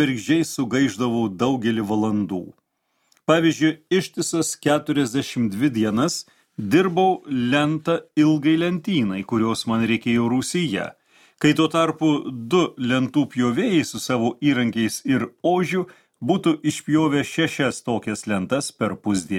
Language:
Lithuanian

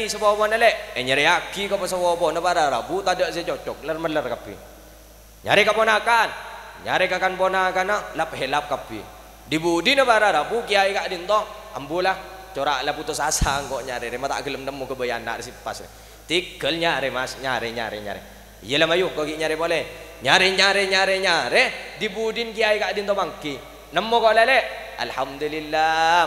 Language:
Madurese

